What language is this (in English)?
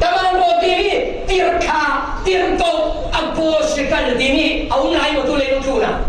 Falam Chin